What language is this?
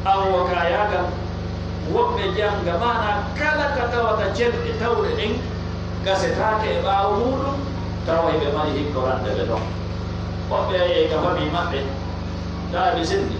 Pular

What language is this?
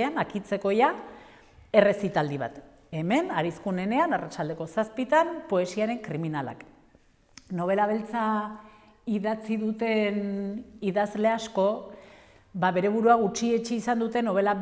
Basque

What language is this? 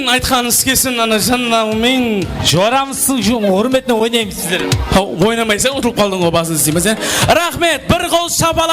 Kara-Kalpak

